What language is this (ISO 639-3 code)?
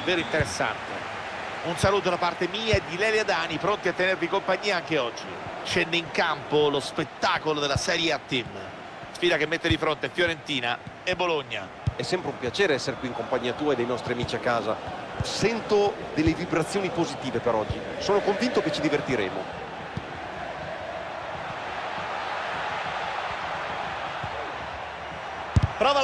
ita